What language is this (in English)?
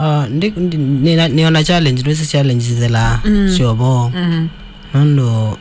Kamba